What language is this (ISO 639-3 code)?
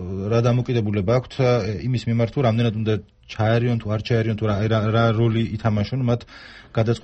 kat